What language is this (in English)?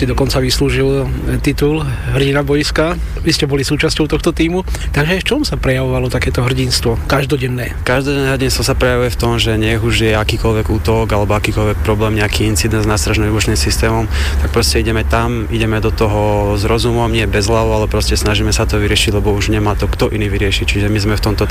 Slovak